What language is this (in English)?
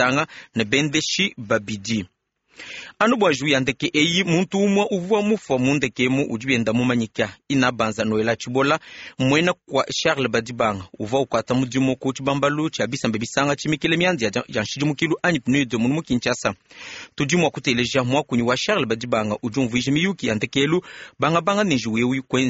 Luba-Lulua